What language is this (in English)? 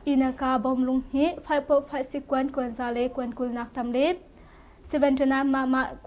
Hakha Chin